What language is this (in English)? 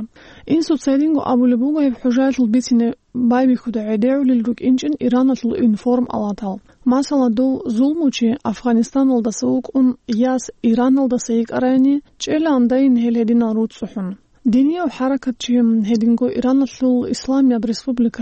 Avaric